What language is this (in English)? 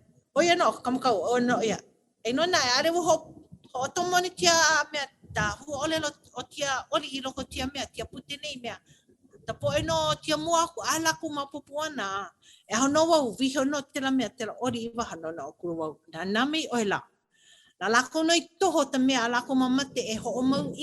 Hawaiian